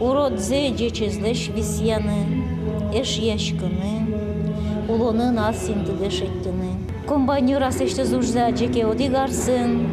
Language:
Udmurt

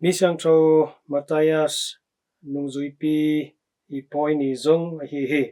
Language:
Tedim Chin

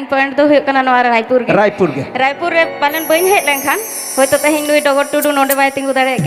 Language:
Santali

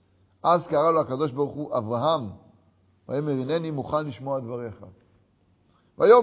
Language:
Hebrew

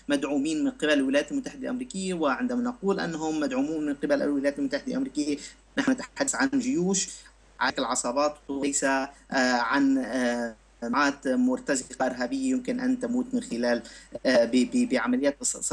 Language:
Arabic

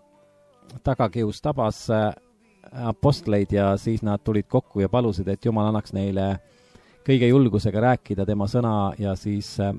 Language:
Estonian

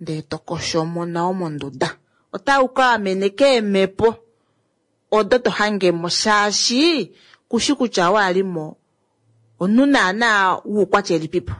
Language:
Kuanyama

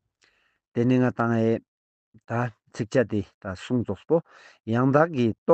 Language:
Ladakhi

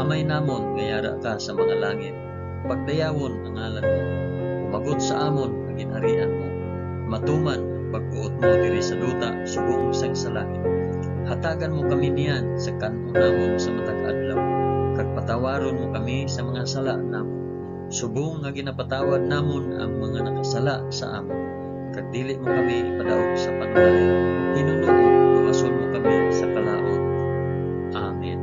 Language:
Hiligaynon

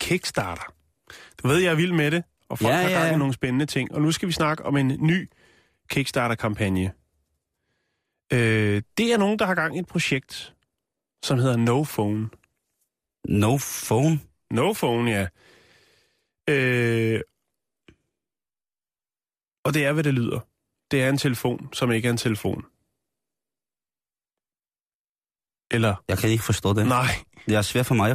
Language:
Danish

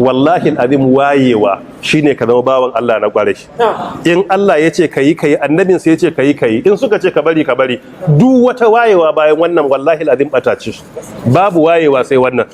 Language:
Hausa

